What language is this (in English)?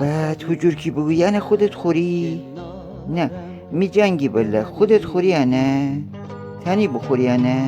Gilaki